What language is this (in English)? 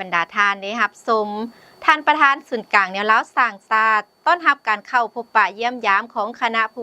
Lao